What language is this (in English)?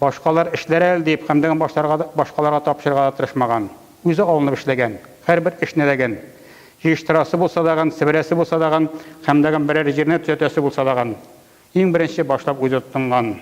Tatar